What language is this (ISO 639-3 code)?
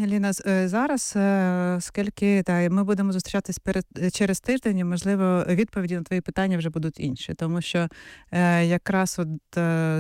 ukr